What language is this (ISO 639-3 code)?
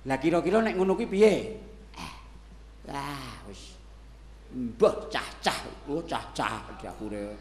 jav